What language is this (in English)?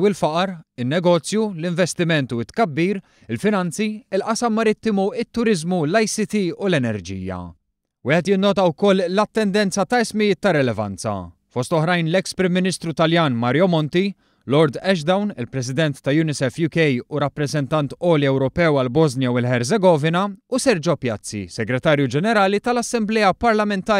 Maltese